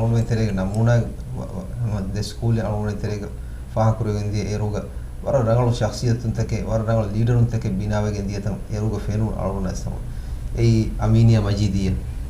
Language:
Divehi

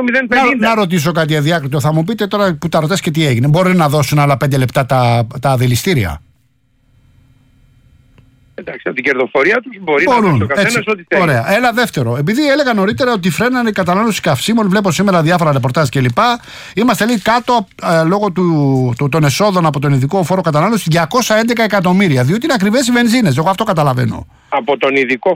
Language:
Greek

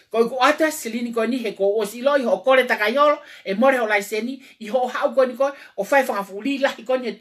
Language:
Tongan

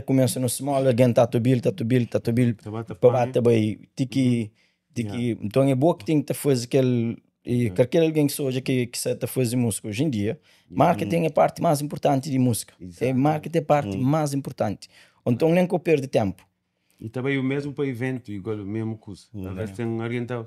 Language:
Kabuverdianu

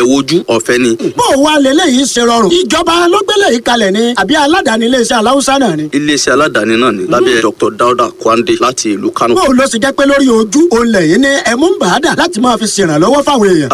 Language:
Yoruba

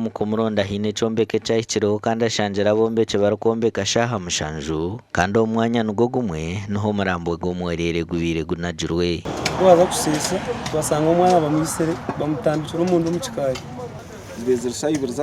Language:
Nyankole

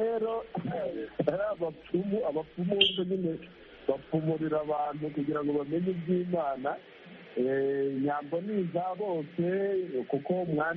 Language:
Kinyarwanda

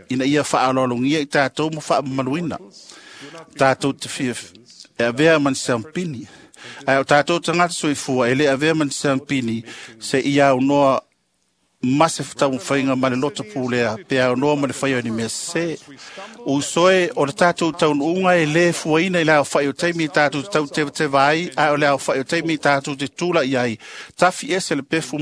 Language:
Samoan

